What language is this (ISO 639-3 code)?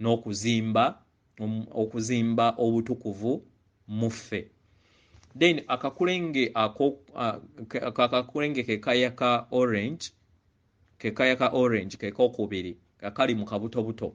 lug